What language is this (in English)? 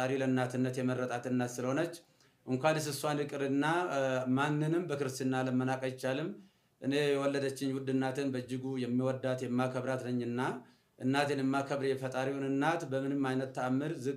Amharic